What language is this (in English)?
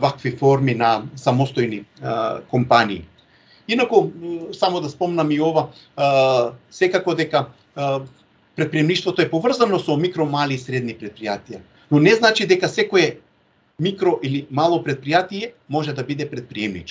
Macedonian